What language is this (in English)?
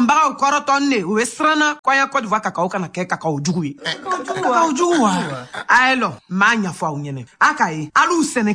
Bambara